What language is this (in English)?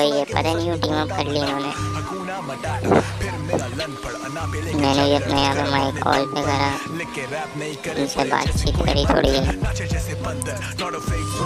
Hindi